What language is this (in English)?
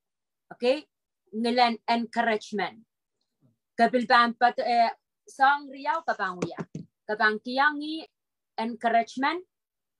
Pohnpeian